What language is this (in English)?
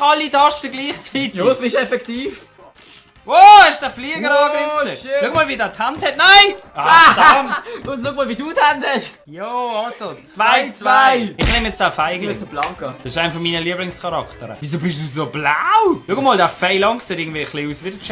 Swiss German